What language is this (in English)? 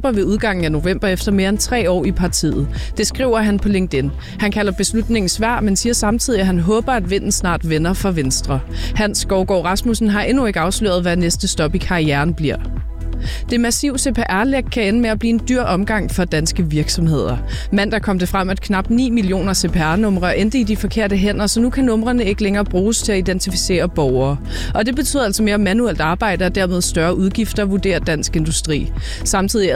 Danish